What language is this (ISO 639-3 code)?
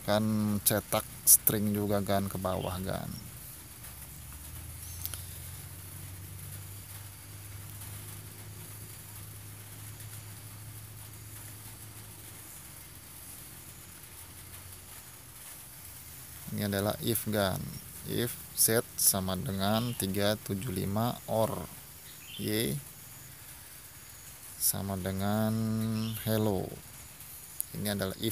ind